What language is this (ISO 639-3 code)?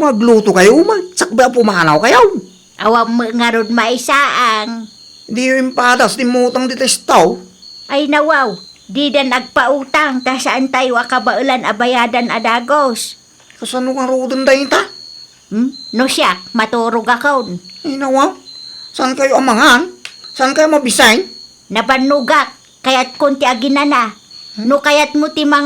ilo